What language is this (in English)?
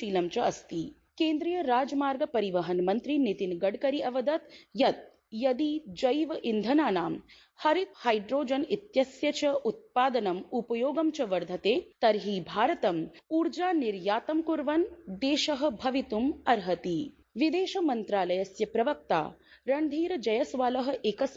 Sanskrit